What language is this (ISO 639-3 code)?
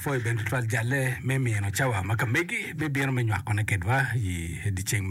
ach